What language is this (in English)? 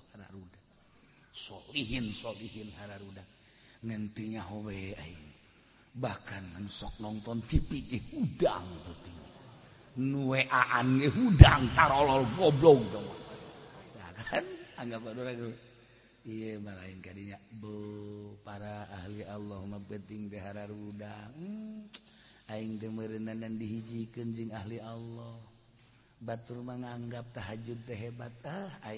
Sundanese